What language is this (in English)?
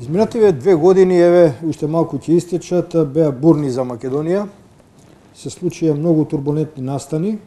Macedonian